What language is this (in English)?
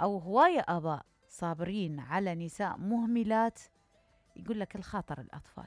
Mesopotamian Arabic